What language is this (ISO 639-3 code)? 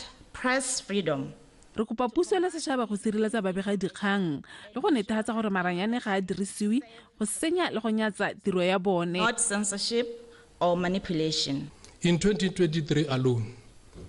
tsn